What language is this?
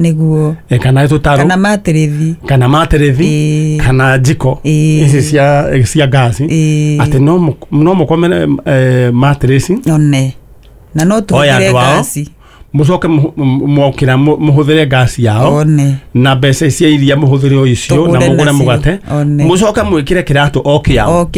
Kikuyu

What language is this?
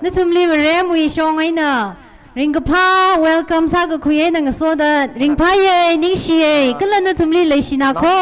Tangkhul Naga (India)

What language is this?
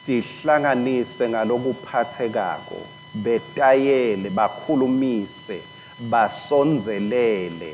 Swati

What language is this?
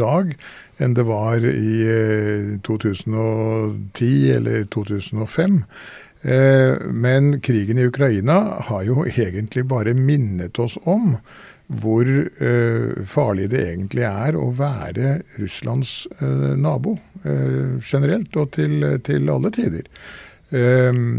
Norwegian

